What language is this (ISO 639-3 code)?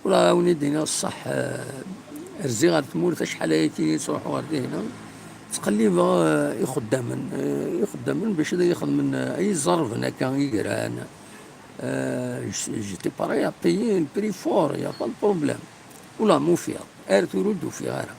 kab